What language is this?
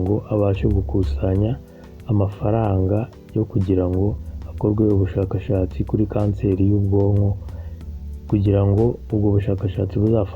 Kinyarwanda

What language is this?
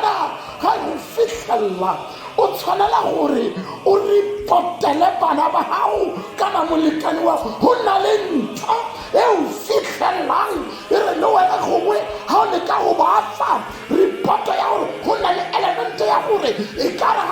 Tswana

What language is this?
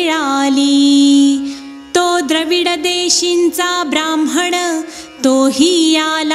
Marathi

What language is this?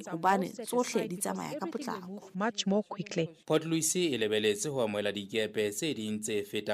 Southern Sotho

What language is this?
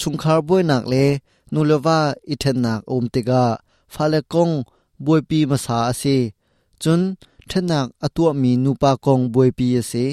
Hakha Chin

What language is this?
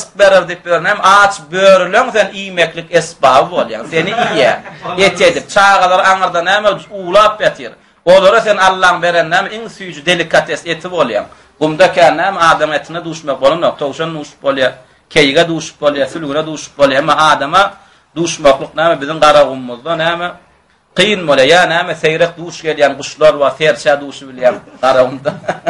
Turkmen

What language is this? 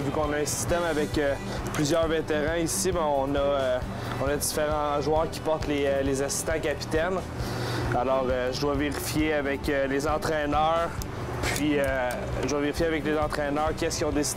French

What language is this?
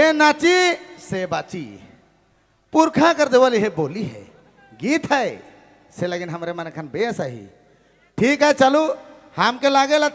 Sadri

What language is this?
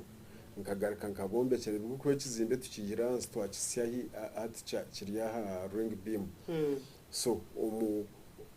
Nyankole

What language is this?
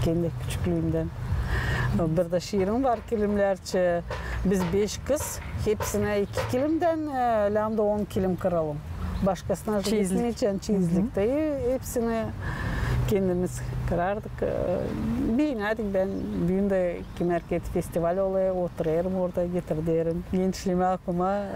Gagauz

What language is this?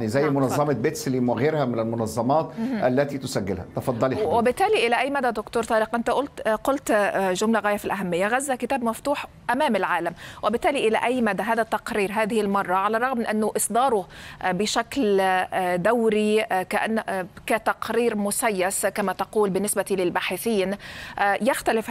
Arabic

